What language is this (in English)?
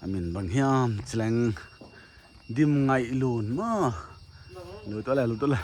Paite Chin